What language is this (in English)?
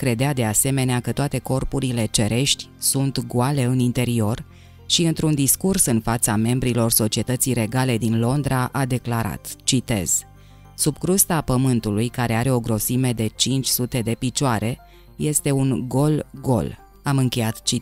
Romanian